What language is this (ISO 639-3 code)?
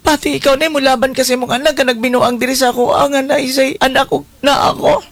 ceb